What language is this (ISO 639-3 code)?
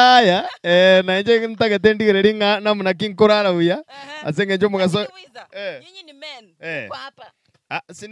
guz